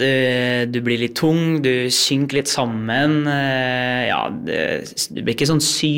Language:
Norwegian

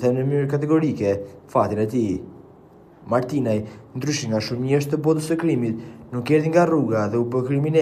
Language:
Albanian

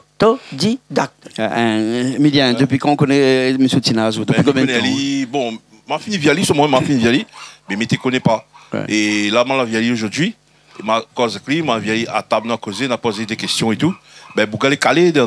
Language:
Réunion Creole French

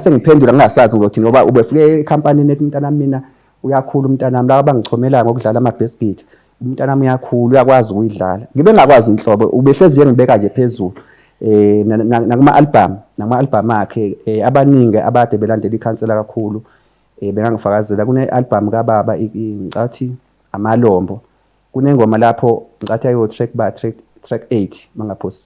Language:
Zulu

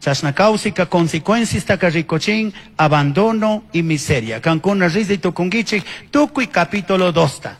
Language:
Chimborazo Highland Quichua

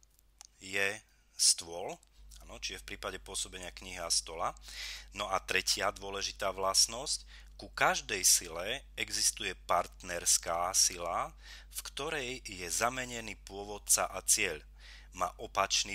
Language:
Slovak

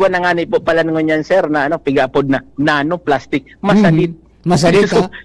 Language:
Bikol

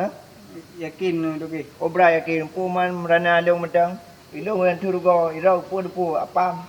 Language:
Achinese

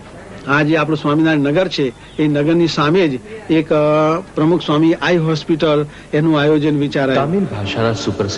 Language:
Gujarati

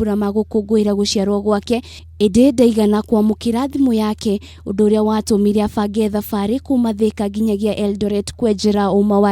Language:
Kikuyu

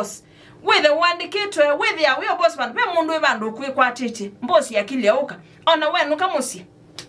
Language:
Kamba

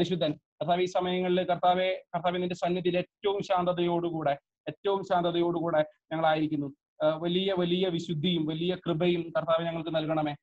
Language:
Malayalam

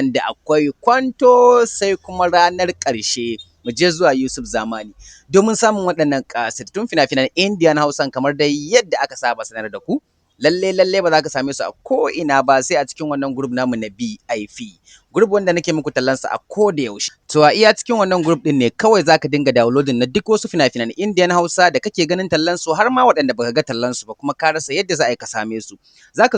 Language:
Hausa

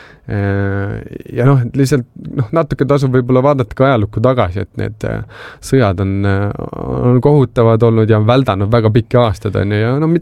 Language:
Estonian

